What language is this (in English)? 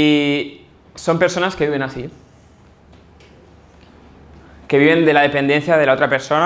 Spanish